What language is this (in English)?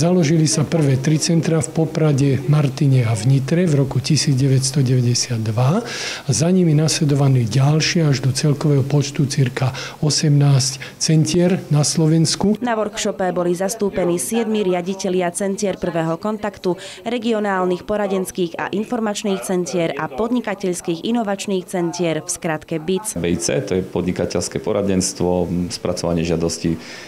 Slovak